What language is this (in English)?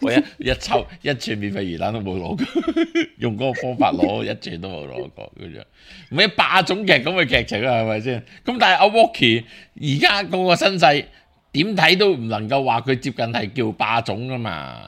Cantonese